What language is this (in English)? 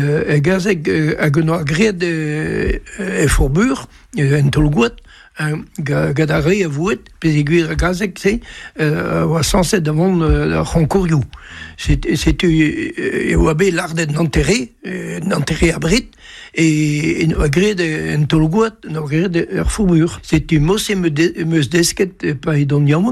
Breton